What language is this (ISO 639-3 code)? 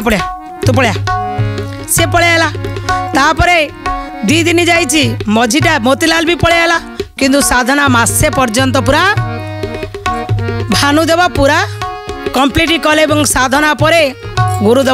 ori